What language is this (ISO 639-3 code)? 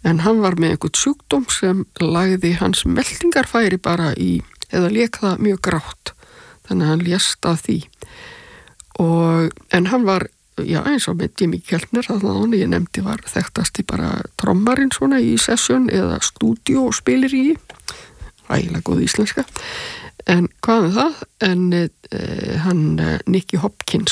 isl